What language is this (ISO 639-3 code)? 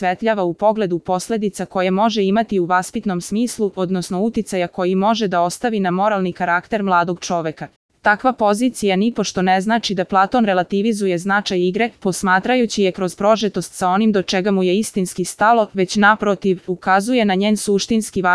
srp